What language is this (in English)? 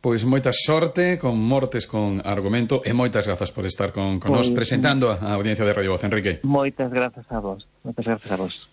Galician